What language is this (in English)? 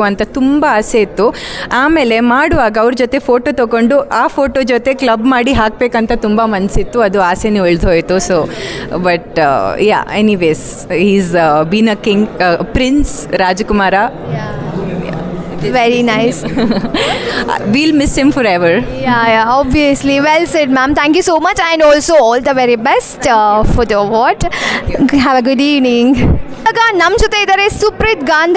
Kannada